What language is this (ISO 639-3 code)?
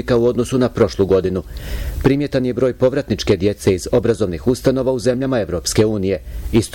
bos